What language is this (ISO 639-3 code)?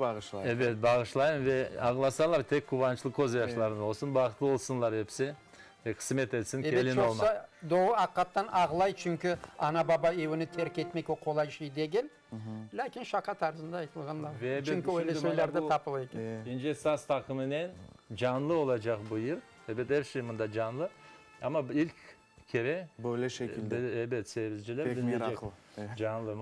crh